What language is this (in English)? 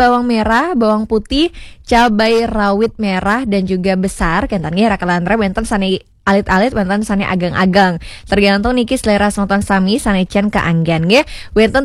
Balinese